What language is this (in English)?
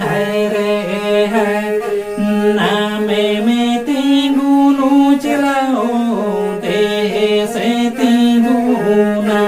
Santali